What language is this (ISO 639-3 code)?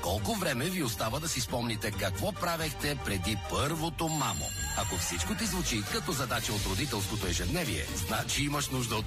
bul